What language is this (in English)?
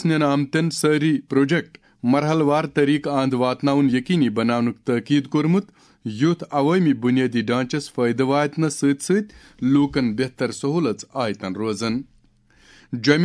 Kashmiri